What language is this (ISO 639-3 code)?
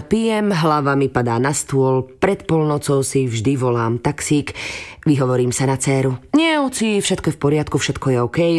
slk